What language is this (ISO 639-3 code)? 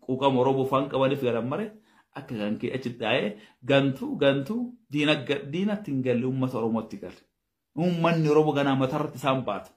orm